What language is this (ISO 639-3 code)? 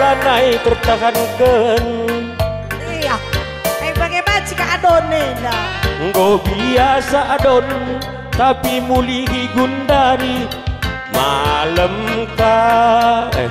btx